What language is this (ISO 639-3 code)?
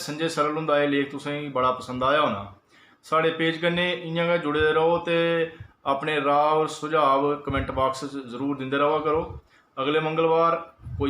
doi